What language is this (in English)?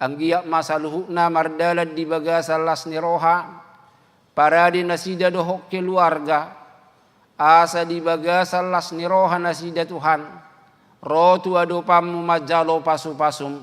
Batak Toba